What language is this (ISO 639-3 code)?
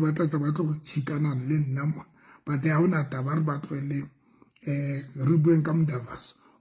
sot